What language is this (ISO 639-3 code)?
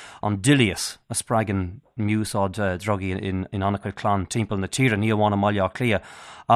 gle